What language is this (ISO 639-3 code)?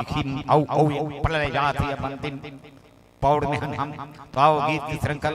hne